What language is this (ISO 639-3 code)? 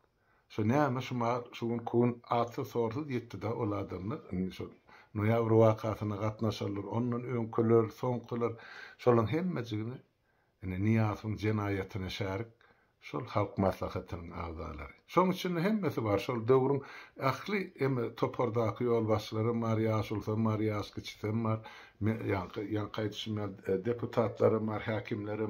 tuk